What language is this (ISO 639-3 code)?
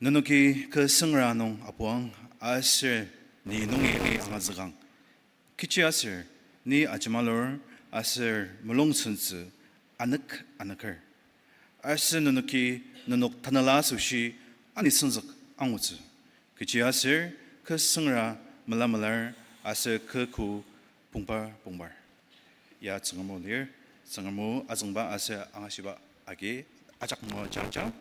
njo